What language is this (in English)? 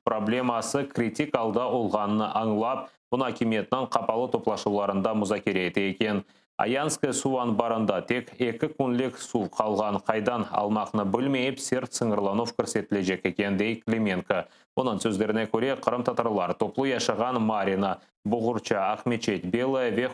Crimean Tatar